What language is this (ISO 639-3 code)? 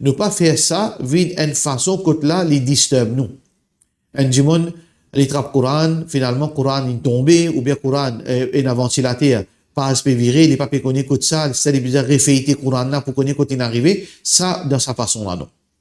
mfe